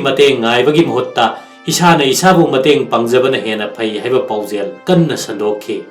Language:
Manipuri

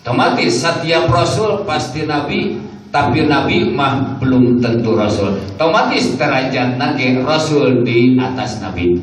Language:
Sundanese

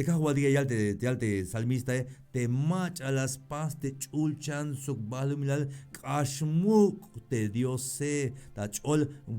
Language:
Tzeltal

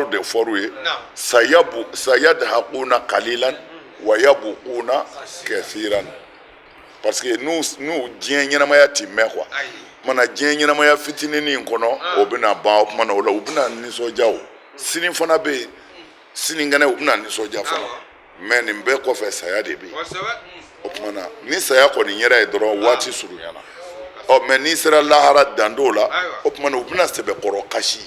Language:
Bambara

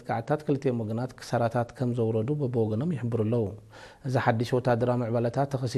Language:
Tigrinya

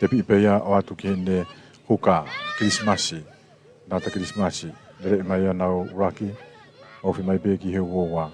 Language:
Tongan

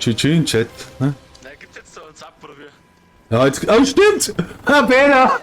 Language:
Bavarian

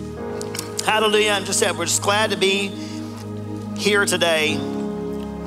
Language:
English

